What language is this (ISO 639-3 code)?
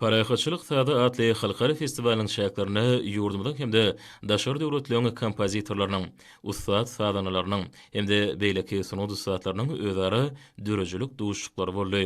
tuk